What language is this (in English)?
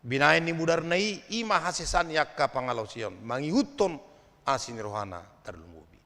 Batak Toba